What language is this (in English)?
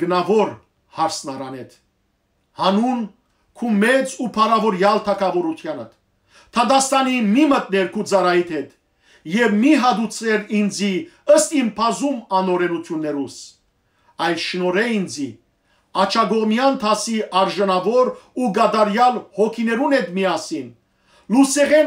Western Armenian